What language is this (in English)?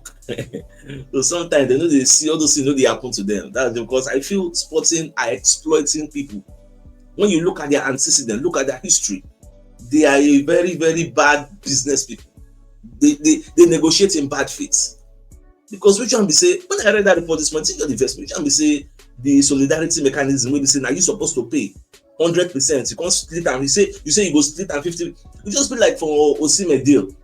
Nigerian Pidgin